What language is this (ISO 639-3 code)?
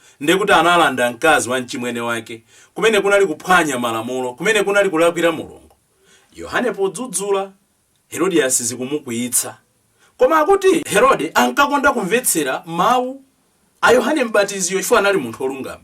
nya